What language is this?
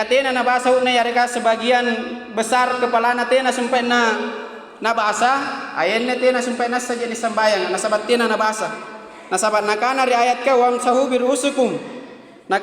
Makasar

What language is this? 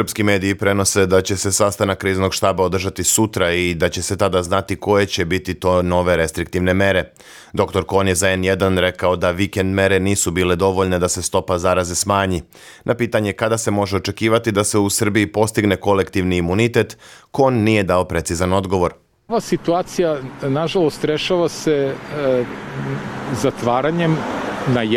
Serbian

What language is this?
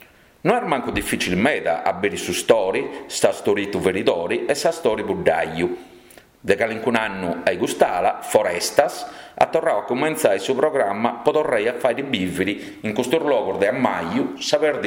Sardinian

